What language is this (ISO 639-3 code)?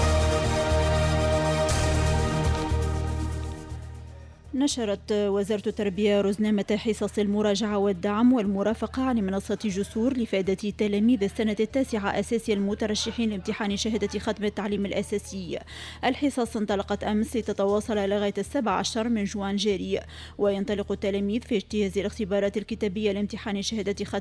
aeb